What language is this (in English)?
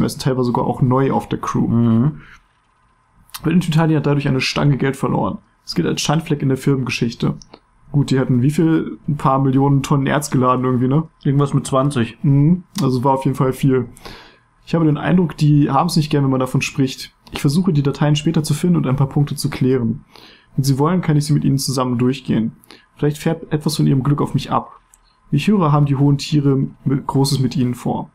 German